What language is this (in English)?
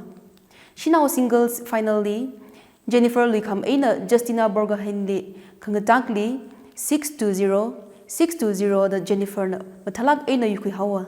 Tangkhul Naga (India)